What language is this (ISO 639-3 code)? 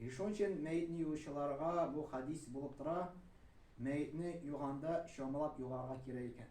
tat